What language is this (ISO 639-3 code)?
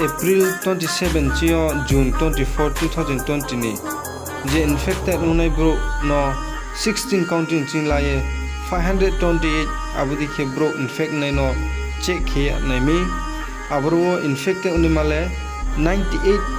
ria